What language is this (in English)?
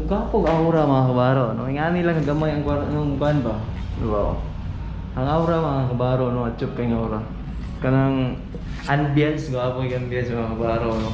Cebuano